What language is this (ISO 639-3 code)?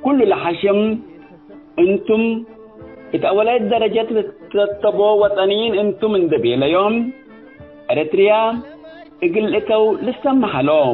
tig